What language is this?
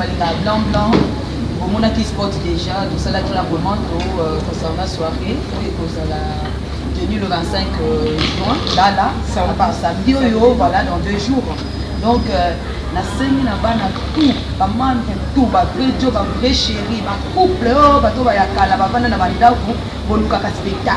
Lingala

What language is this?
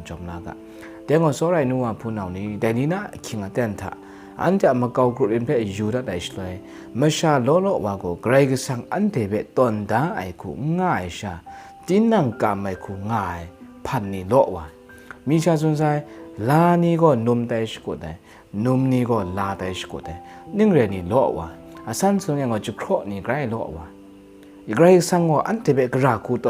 Kachin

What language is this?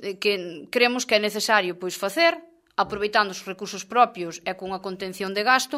Galician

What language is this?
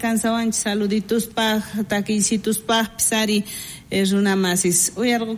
South Bolivian Quechua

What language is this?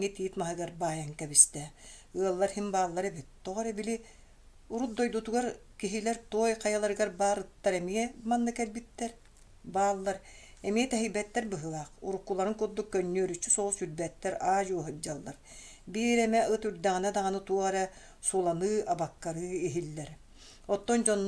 Yakut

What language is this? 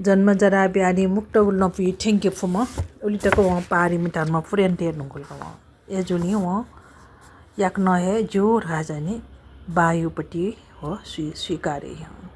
Newari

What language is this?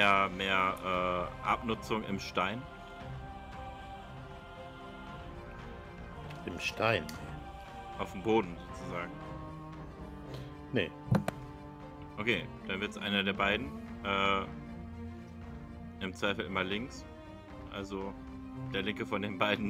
German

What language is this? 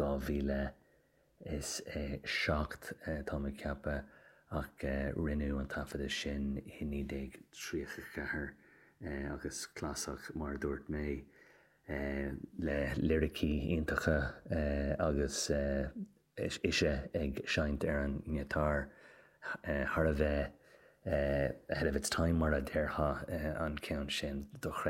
Irish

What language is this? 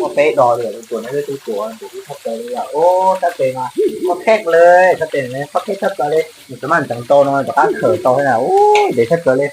Hmong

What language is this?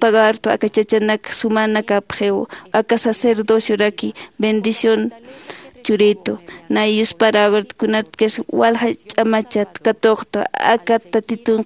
Aymara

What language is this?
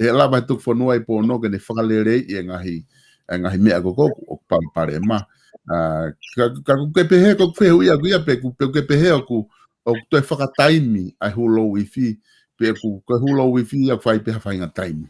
Tongan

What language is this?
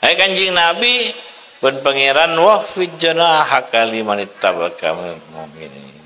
Madurese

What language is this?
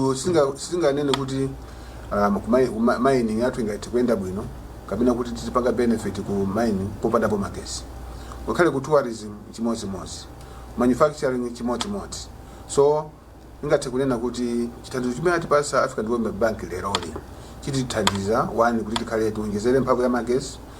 Nyanja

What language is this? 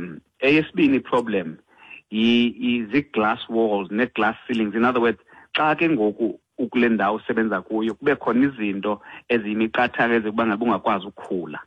Xhosa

